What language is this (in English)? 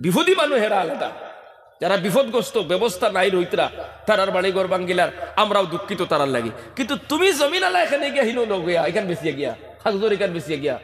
Sylheti